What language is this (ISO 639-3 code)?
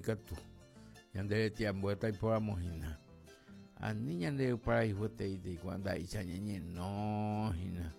grn